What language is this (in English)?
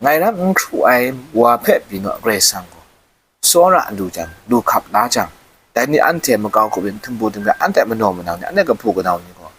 Kachin